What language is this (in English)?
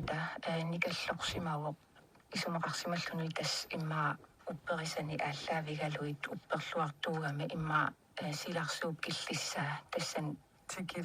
Kalaallisut